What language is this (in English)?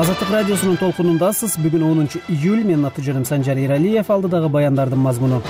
Kyrgyz